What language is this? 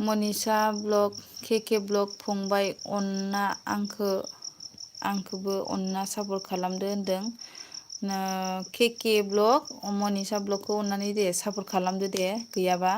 Bodo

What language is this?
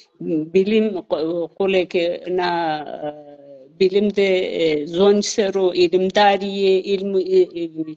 Zaza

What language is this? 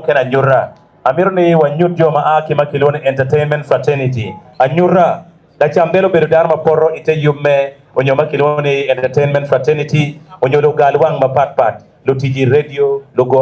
Acoli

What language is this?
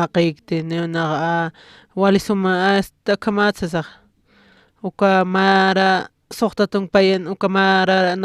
Aymara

